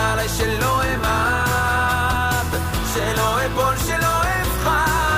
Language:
Hebrew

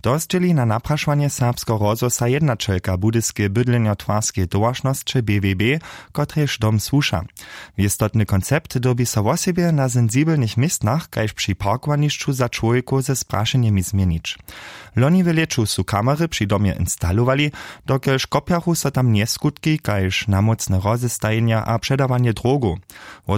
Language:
Upper Sorbian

